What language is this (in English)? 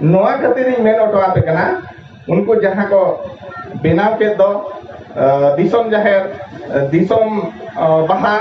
Santali